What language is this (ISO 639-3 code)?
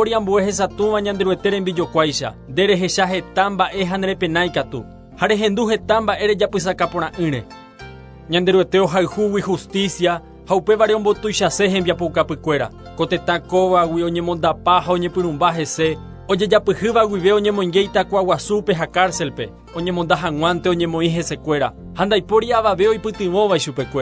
grn